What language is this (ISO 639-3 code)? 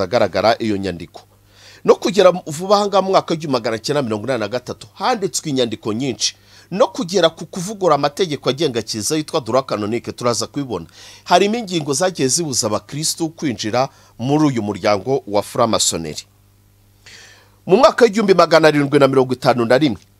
kin